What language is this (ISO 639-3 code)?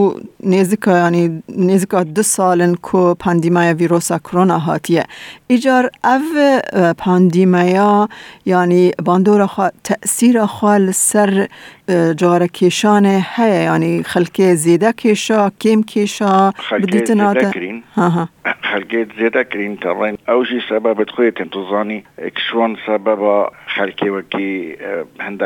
kur